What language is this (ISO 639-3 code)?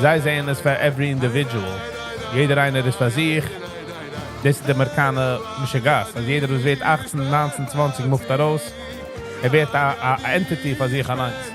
yid